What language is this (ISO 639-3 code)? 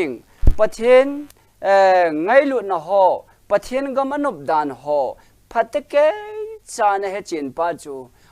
tcz